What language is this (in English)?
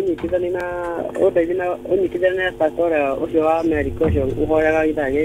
Kikuyu